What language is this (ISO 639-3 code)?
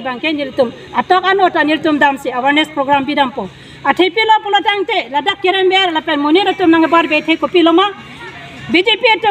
mjw